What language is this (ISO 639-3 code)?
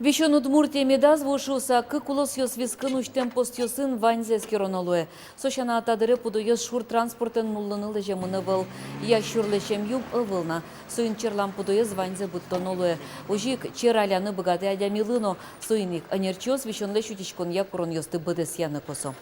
udm